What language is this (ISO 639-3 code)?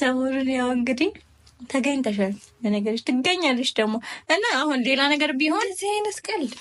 amh